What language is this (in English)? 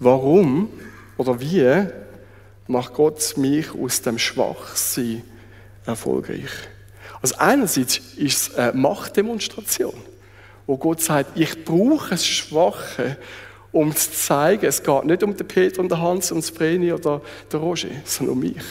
Swiss German